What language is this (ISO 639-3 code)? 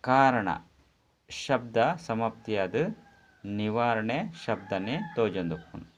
tcy